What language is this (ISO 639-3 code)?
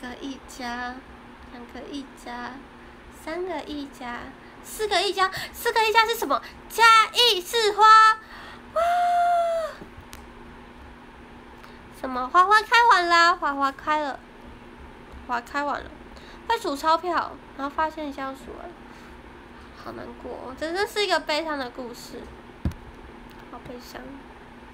zho